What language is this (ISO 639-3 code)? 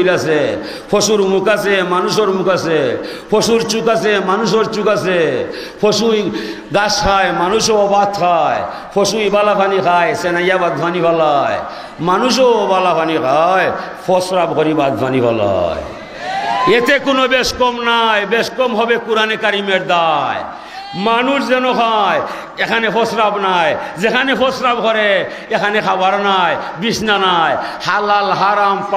syl